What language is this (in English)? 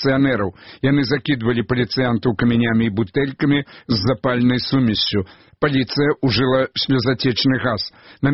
Belarusian